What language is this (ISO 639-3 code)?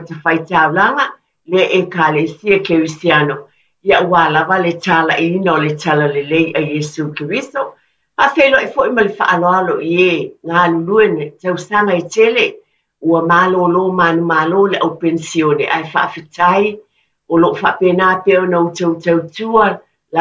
smo